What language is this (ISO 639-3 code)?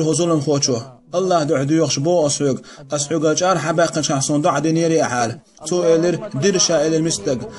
che